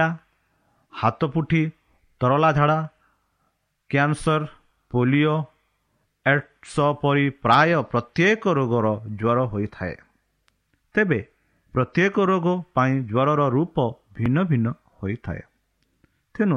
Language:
Odia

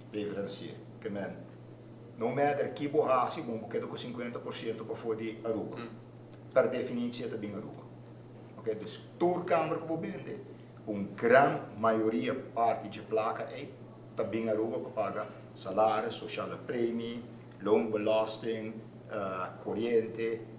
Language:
Papiamento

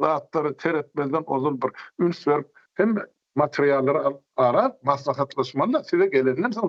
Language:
Turkmen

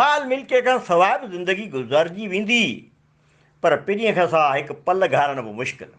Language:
Sindhi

